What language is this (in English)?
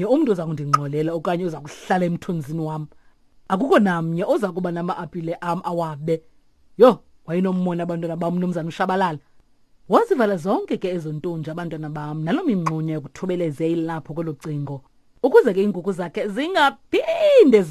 Xhosa